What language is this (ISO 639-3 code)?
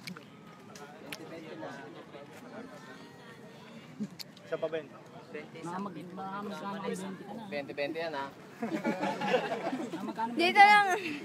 fil